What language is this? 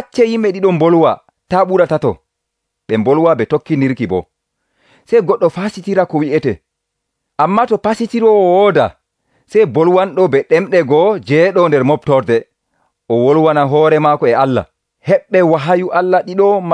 Nigerian Fulfulde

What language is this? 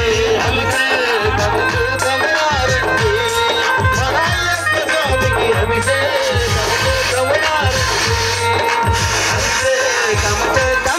Telugu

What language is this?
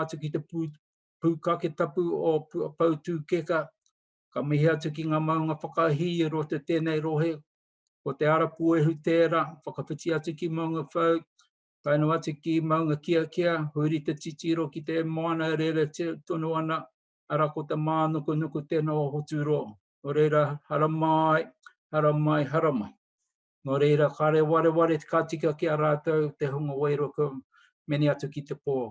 Māori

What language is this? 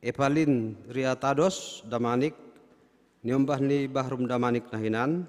Batak Simalungun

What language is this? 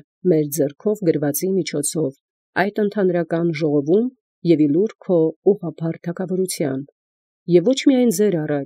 Armenian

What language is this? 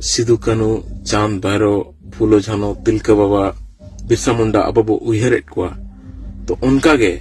Santali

